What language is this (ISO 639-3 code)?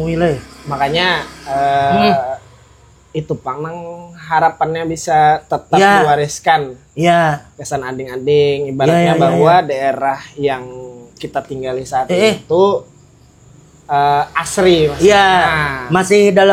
bjn